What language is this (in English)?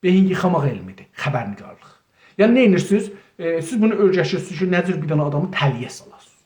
South Azerbaijani